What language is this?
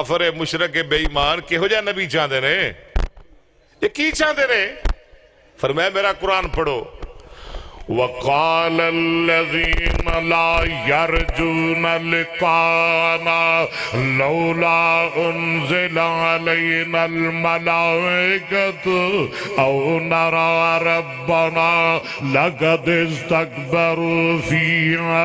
Western Panjabi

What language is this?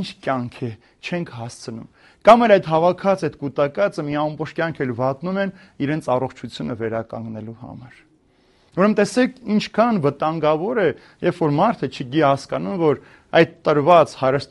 Armenian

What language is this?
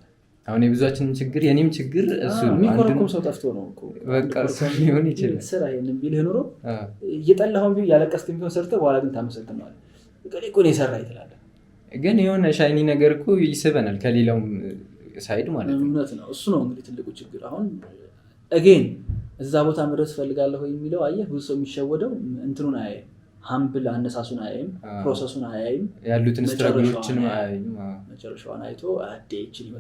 Amharic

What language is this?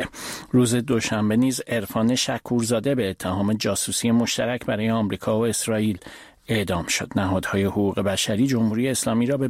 Persian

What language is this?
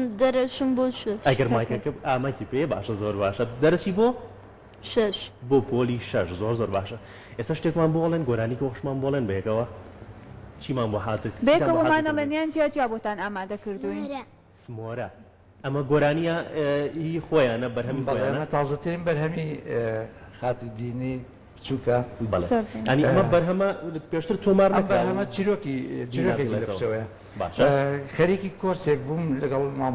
Central Kurdish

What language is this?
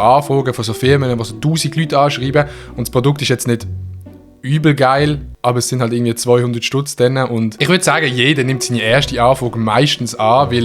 Swiss German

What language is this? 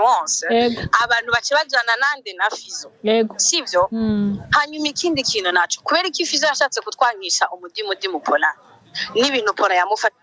Rundi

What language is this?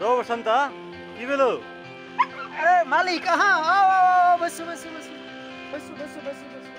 Maithili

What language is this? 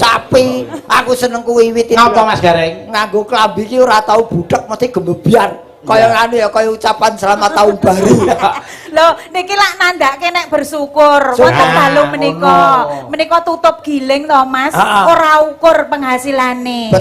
Javanese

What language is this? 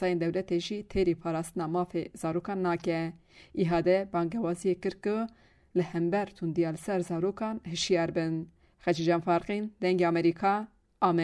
Kurdish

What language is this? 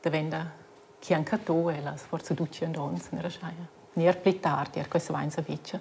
Romansh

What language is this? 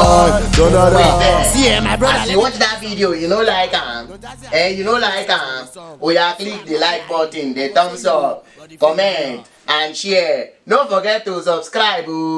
Nigerian Pidgin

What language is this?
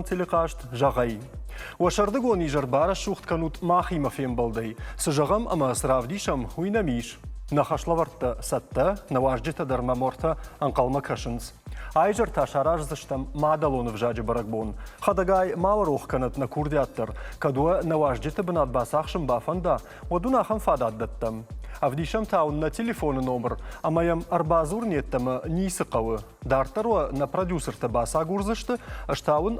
Ossetic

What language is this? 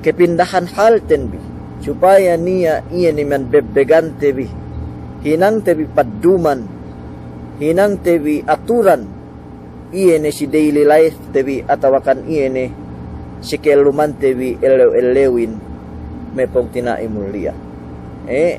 Yakan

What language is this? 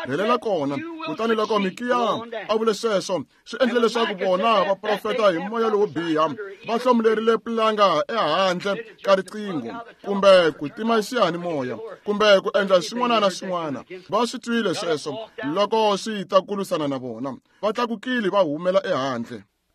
Tsonga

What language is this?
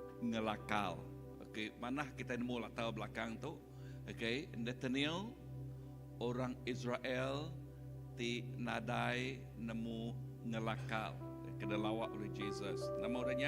Iban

